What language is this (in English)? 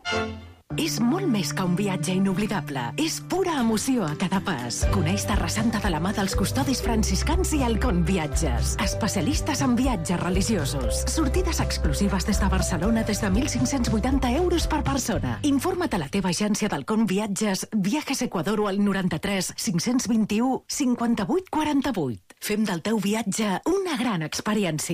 Catalan